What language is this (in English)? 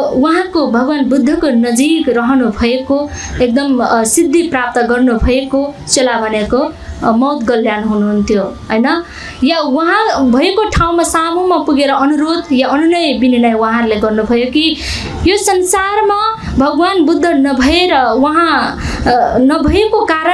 Nepali